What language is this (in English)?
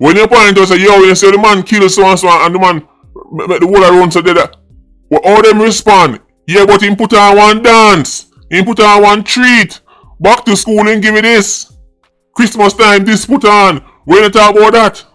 Jamaican Creole English